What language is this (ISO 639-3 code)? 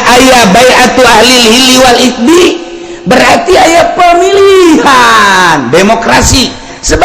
sun